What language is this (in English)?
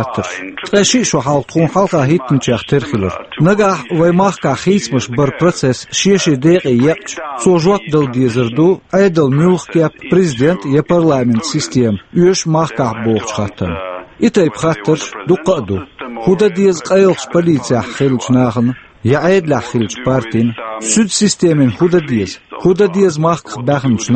Chechen